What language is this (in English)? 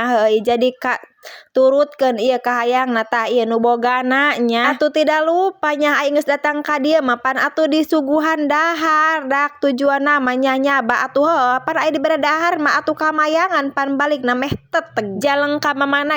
Sundanese